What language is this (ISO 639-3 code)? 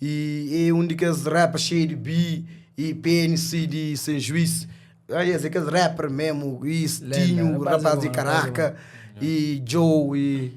kea